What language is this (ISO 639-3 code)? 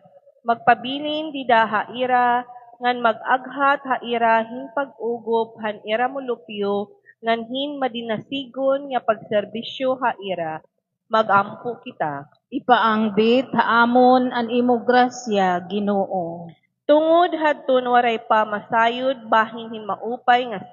war